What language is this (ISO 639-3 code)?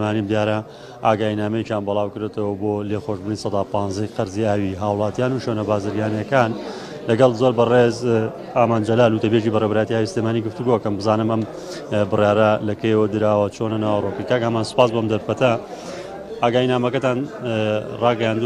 ckb